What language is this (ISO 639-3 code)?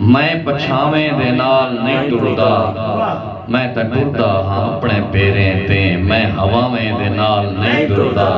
skr